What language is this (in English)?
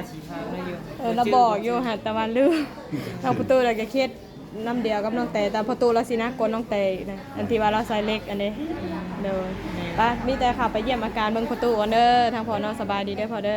Lao